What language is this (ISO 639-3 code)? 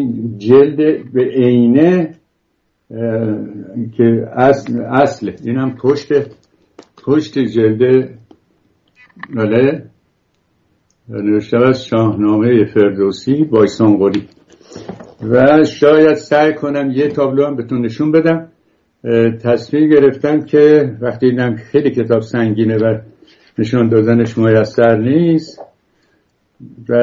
fas